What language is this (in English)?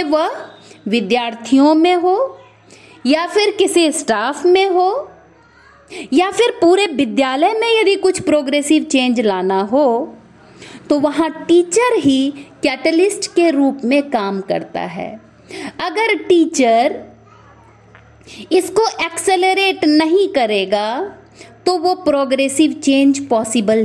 Hindi